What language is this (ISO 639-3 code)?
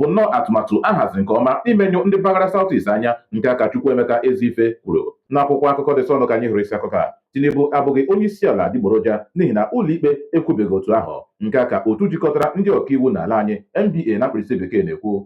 ibo